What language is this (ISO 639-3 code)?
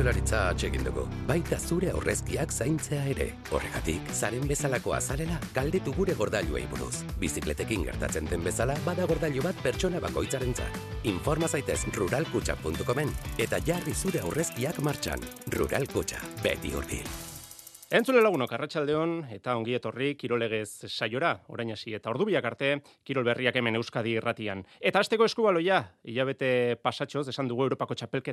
eus